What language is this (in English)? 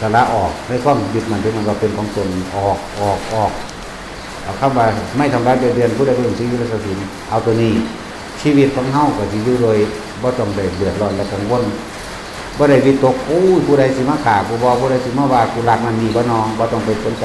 Northeastern Thai